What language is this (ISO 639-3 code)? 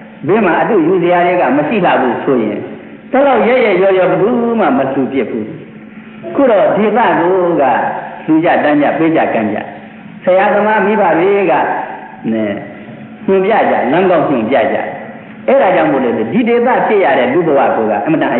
mya